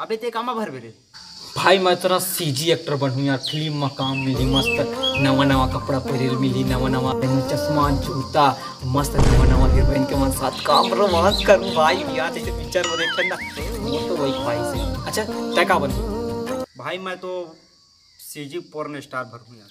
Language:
Chhattisgarhi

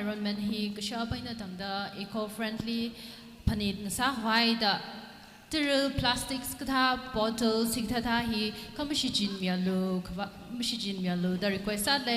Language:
Tangkhul Naga (India)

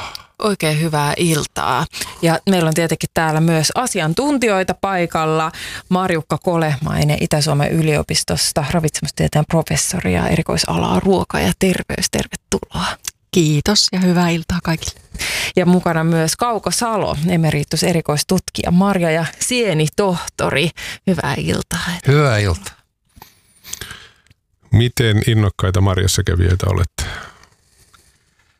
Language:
Finnish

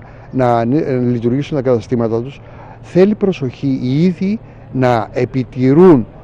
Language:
Greek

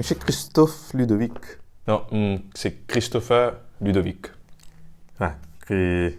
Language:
Morisyen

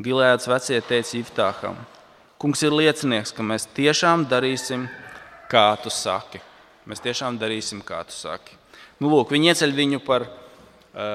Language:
Latvian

